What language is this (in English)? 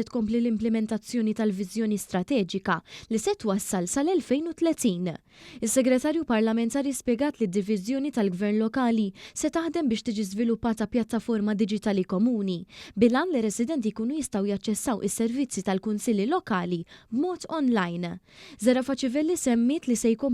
Maltese